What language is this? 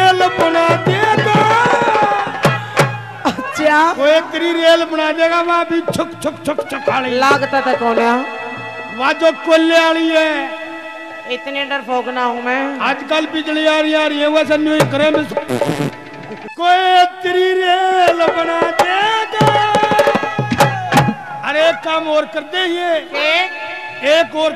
Haryanvi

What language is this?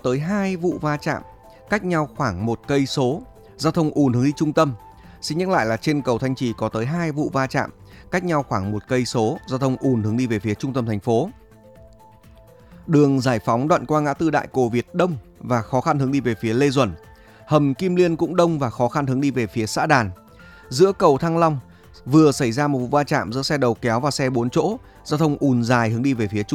Vietnamese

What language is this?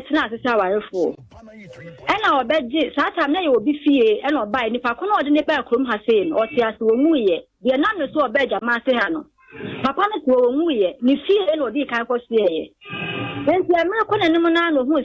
Akan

